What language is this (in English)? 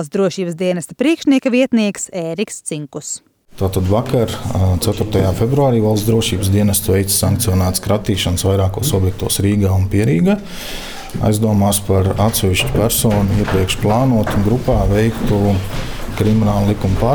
Latvian